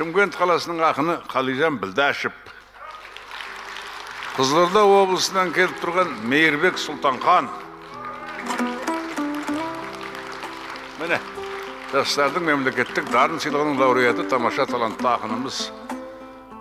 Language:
Kazakh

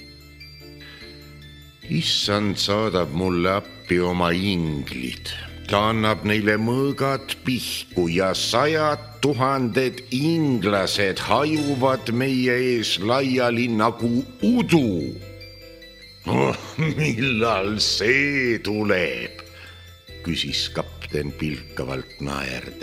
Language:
Estonian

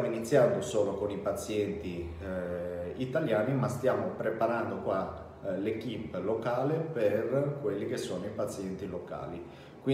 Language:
Italian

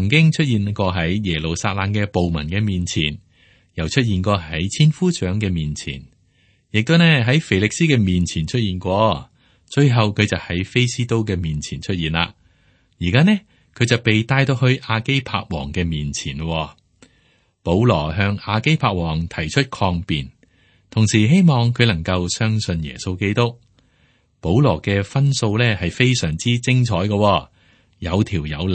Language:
Cantonese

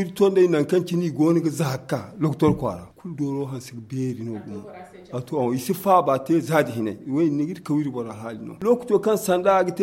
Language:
Zarma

